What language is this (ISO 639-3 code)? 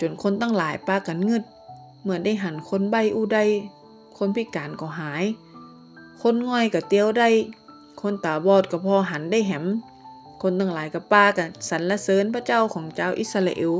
nod